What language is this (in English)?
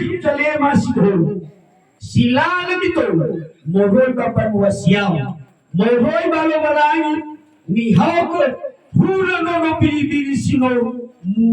Nias